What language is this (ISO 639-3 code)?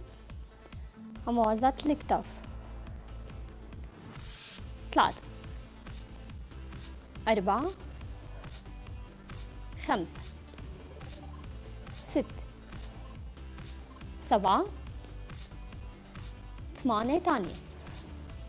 apc